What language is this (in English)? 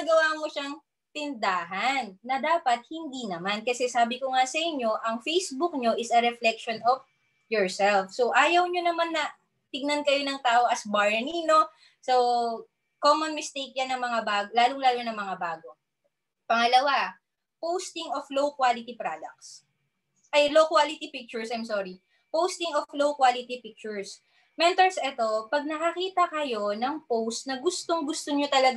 Filipino